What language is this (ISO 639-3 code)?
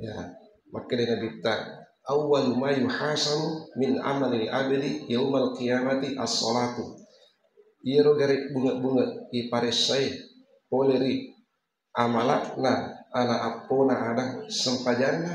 bug